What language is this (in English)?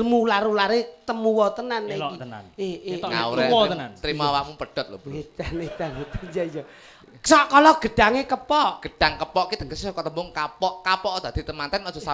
Javanese